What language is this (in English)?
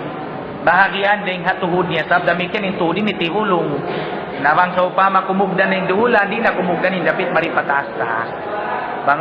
Tausug